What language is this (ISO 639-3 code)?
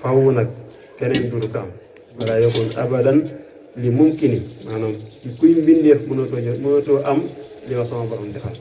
wol